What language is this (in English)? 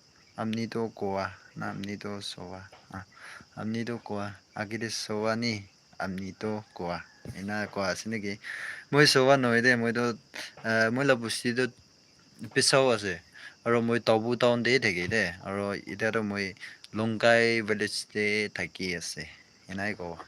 Naga Pidgin